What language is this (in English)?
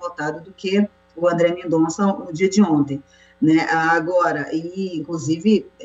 Portuguese